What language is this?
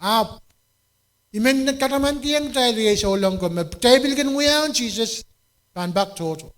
Pohnpeian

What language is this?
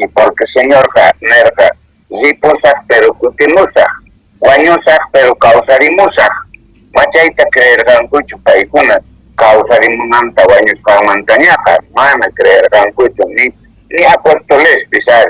Quechua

